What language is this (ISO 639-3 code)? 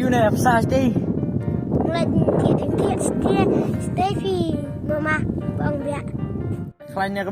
kha